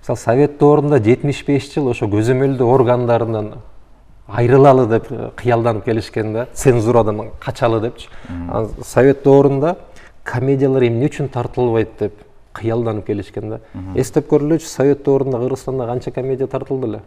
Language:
Kyrgyz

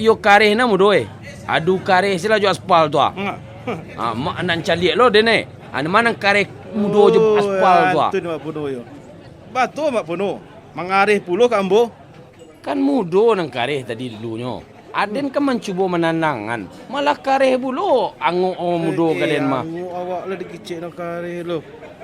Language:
Minangkabau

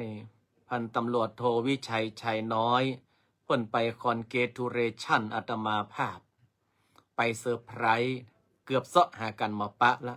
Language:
Northern Thai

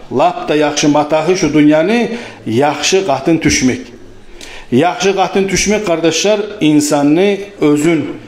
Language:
Kumyk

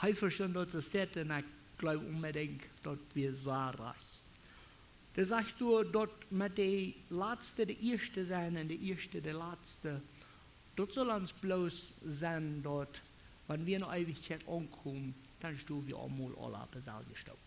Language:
Plautdietsch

